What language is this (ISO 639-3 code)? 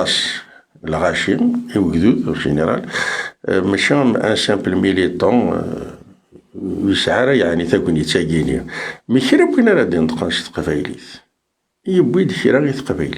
kab